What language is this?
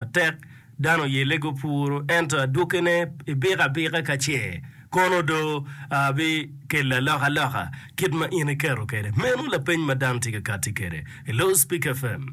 Acoli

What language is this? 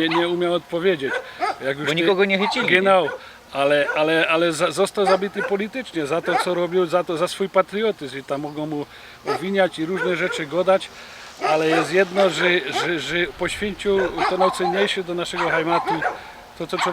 Silesian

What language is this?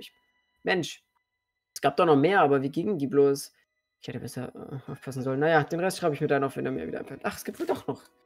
German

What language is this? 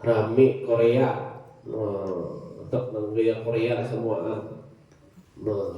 Banjar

